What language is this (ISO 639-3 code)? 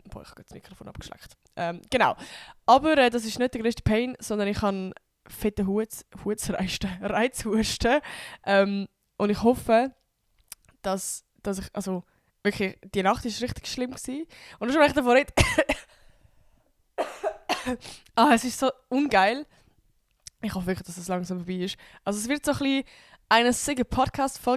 gsw